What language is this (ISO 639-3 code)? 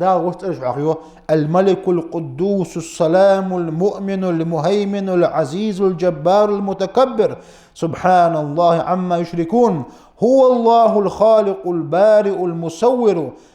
inh